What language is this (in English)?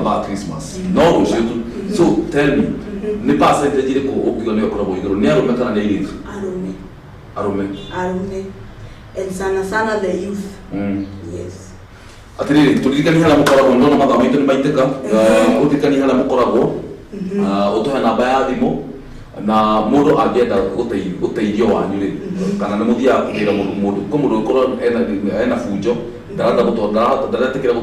Kikuyu